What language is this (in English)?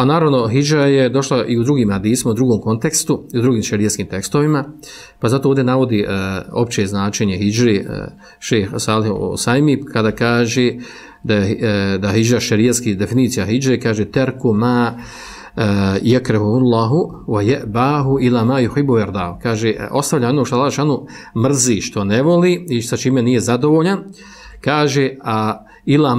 Bosnian